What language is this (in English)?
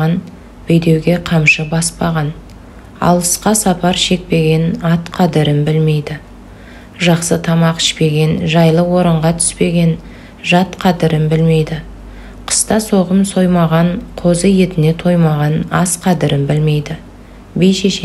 Kazakh